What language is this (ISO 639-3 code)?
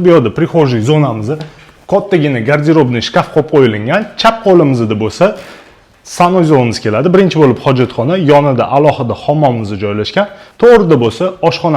uzb